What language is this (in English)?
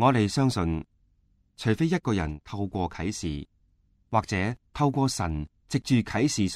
Cantonese